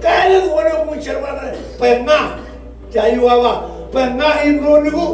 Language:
Marshallese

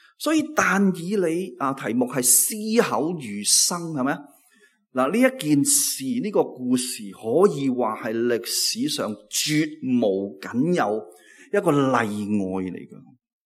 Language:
Cantonese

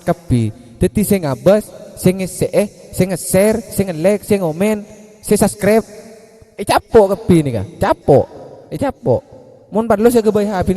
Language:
Madurese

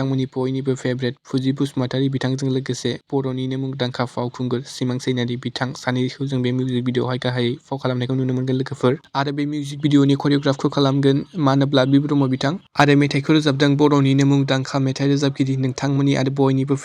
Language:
Bodo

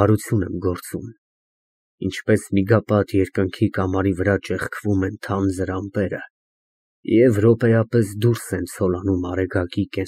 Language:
Armenian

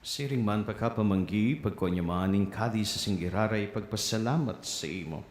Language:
Bikol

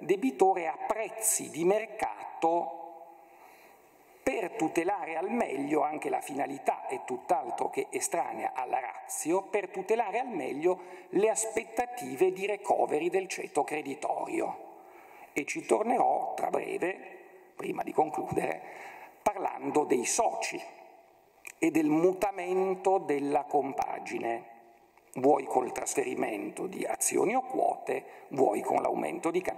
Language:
Italian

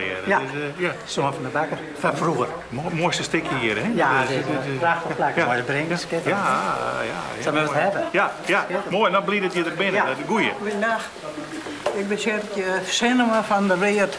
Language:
Western Frisian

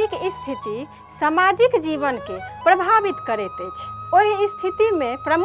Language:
Maithili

